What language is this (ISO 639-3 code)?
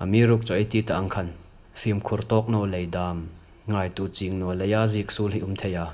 hmr